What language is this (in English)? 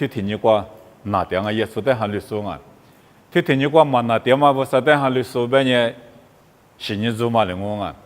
Lisu